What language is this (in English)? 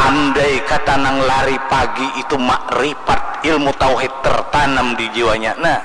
Banjar